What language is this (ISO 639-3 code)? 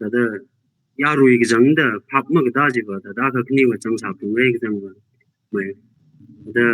nmf